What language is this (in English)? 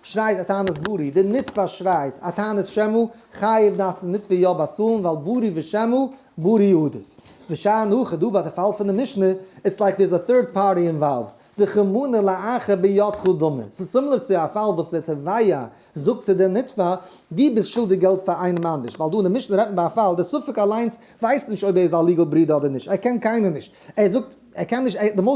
Yiddish